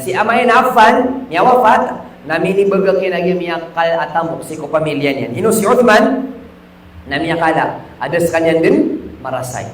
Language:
Maranao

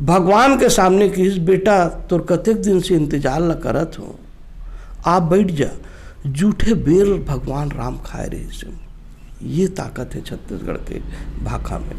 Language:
Chhattisgarhi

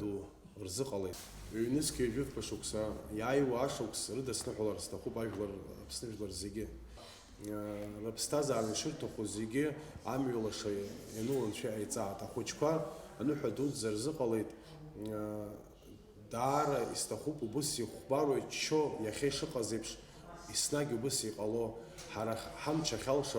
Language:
Abkhazian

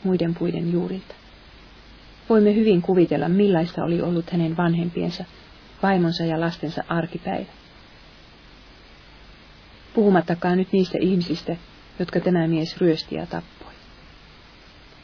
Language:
Finnish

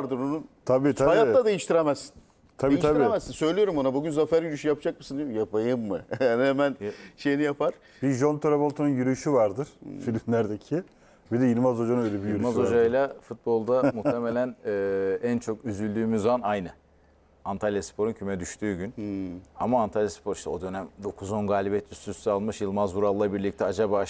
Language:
Turkish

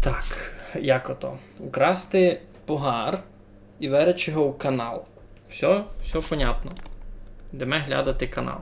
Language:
Rusyn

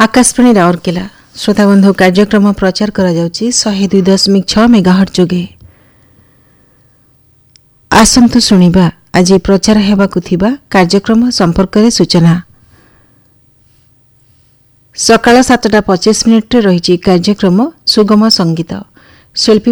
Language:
Odia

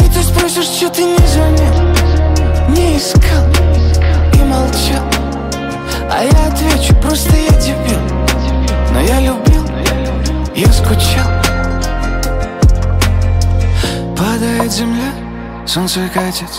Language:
Russian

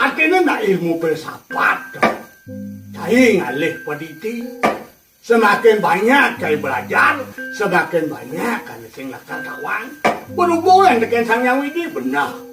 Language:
Balinese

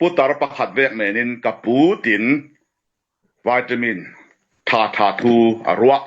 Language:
Falam Chin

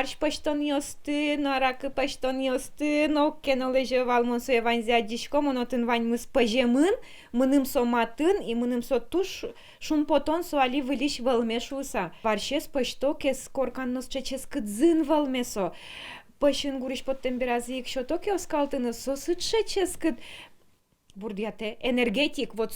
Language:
Udmurt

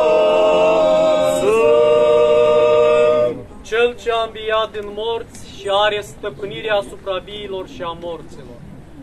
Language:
Romanian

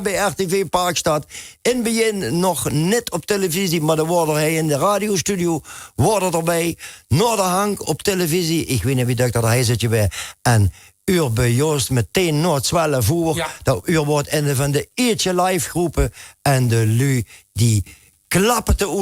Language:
Limburgish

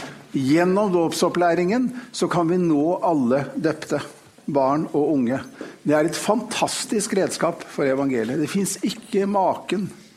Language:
Norwegian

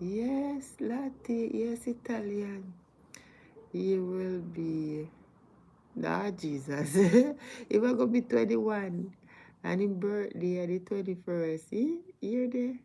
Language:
Jamaican Creole English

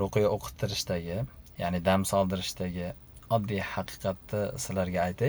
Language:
Uzbek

